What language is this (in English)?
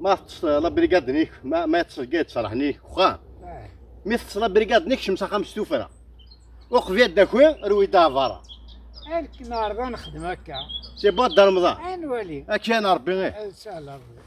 Kabyle